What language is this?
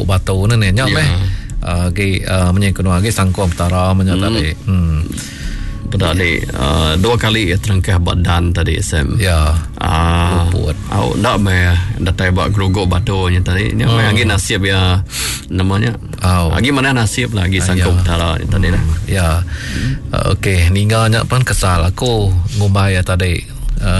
Iban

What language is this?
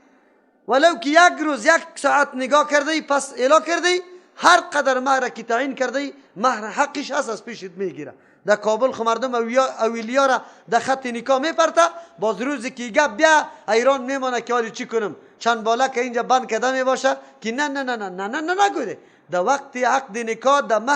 Persian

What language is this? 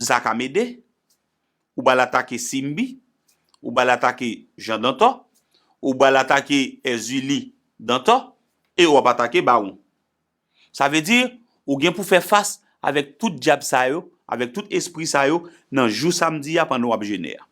Haitian Creole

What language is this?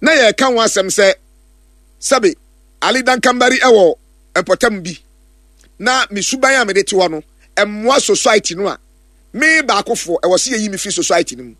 Akan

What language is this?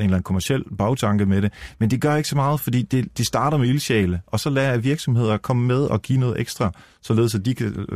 Danish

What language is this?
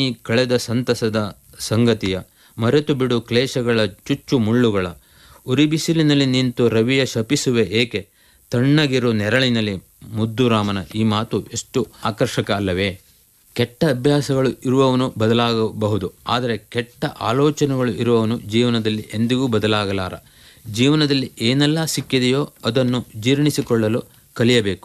Kannada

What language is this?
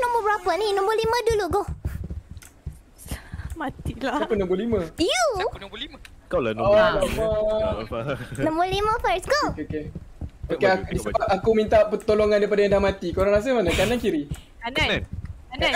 Malay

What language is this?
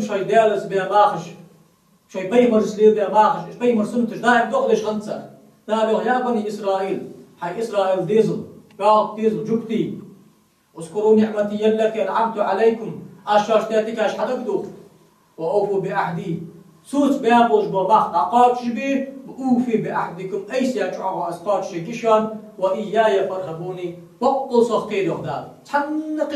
Ingush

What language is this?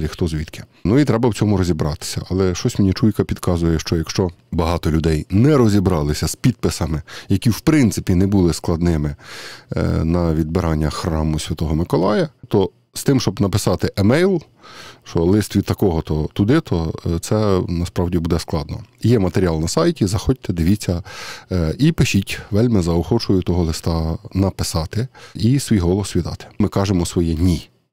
Ukrainian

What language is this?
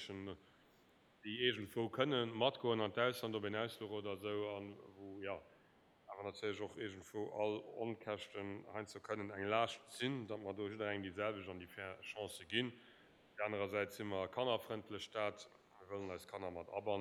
Luxembourgish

